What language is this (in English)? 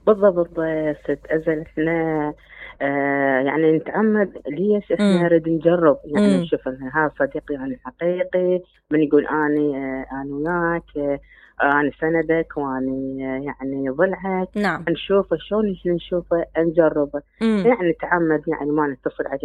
Mesopotamian Arabic